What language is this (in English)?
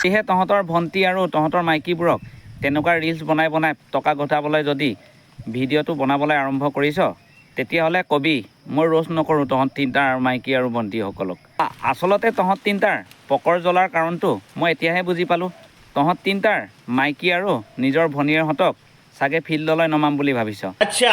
Assamese